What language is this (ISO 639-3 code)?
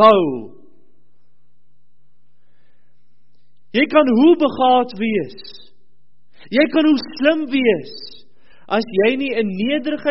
afr